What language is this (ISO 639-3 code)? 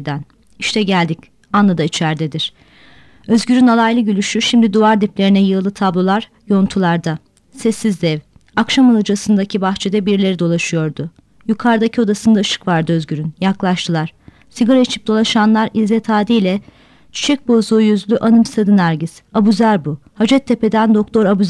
tur